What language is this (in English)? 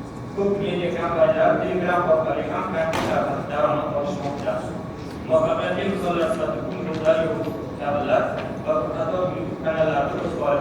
Uzbek